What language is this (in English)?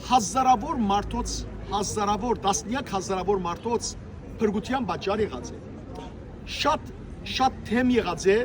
Western Armenian